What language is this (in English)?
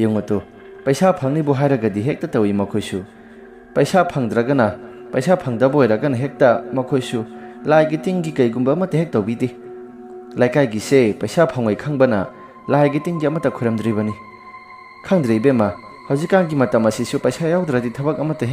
Manipuri